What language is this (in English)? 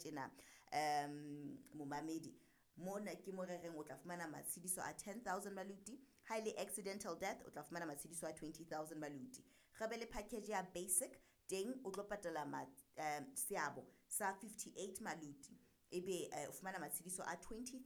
Southern Sotho